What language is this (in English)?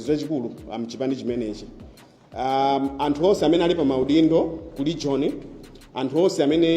Nyanja